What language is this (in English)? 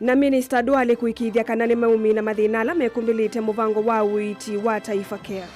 Kamba